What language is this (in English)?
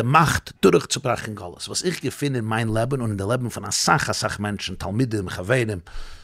Yiddish